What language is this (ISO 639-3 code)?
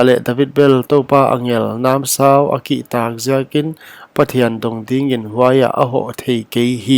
pck